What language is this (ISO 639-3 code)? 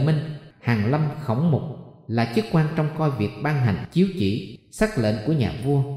vie